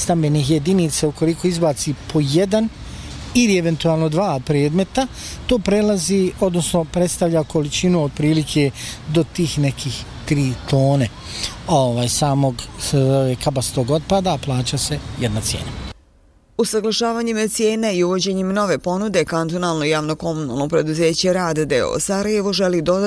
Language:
Bosnian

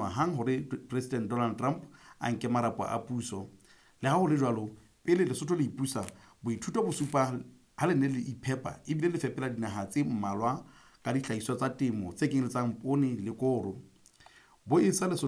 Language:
Southern Sotho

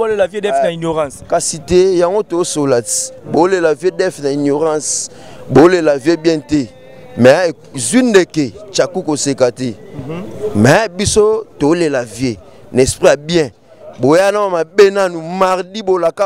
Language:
Lingala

